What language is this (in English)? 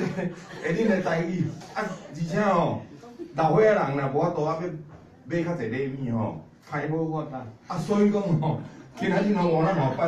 Min Nan Chinese